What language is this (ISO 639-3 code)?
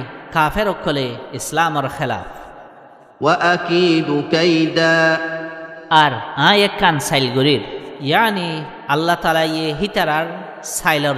rhg